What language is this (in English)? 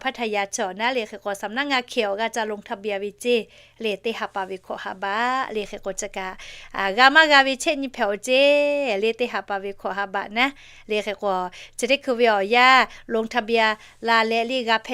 Lahu